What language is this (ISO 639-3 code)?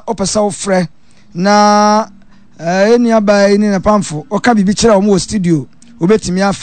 aka